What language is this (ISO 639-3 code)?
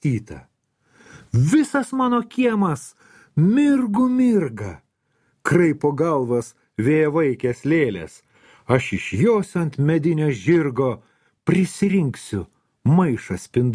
lit